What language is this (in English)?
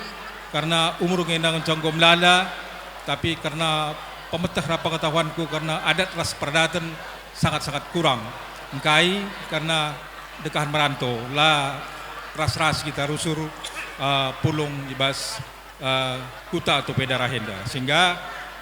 Batak Karo